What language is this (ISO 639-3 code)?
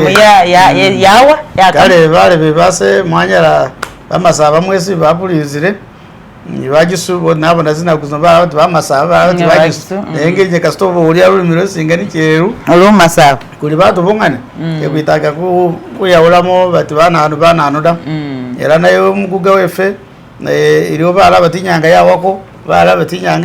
myx